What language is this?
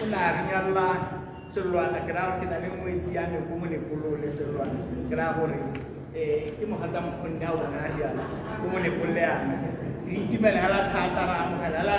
Tswana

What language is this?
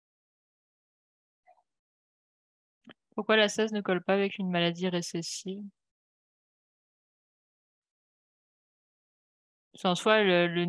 French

